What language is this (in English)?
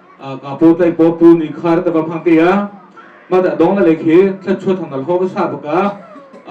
Hakha Chin